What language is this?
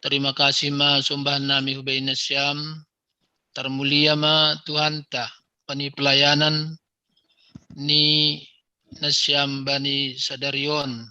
Batak Simalungun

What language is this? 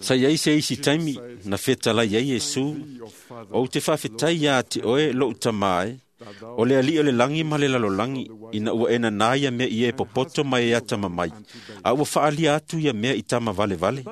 Samoan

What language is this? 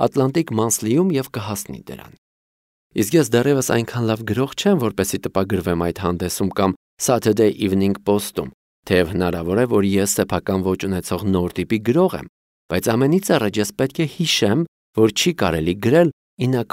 Armenian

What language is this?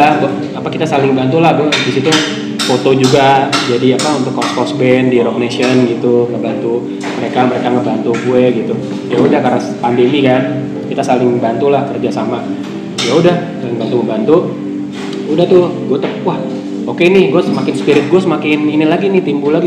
Indonesian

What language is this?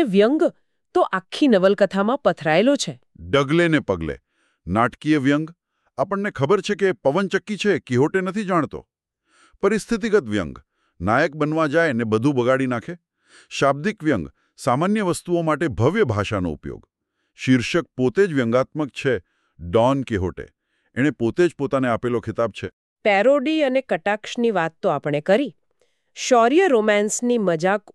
Gujarati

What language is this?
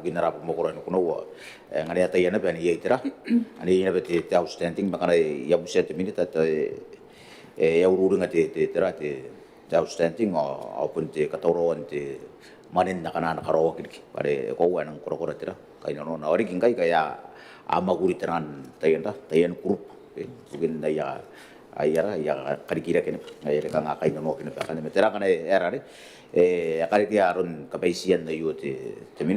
Gilbertese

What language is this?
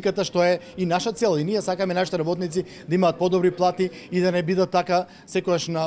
Macedonian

